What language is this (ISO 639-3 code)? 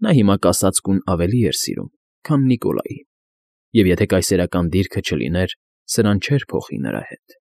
hye